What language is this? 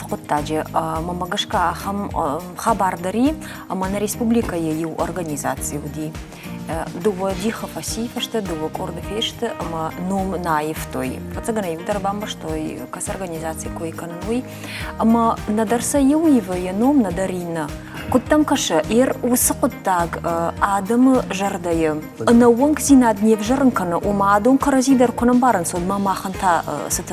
Ossetic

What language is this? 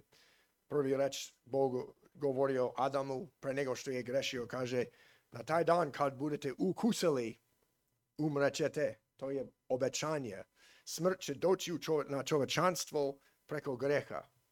Serbian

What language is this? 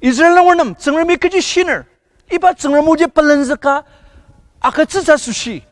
Ao Naga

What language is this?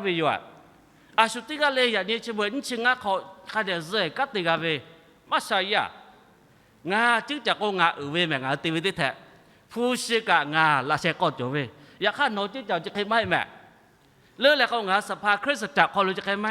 Lahu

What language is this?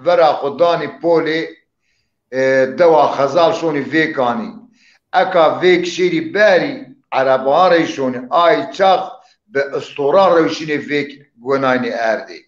Zaza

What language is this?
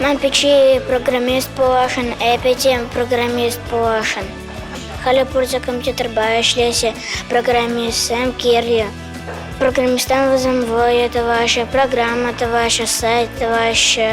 Chuvash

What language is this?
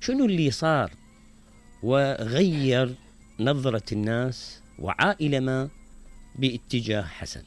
Mesopotamian Arabic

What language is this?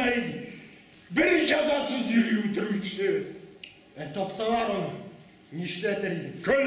Tatar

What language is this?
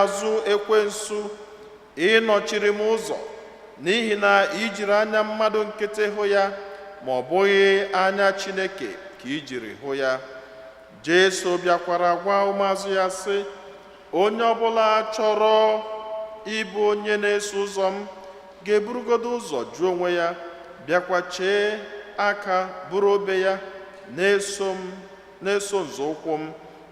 Igbo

